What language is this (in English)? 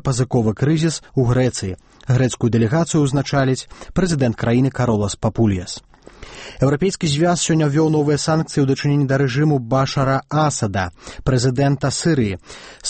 Belarusian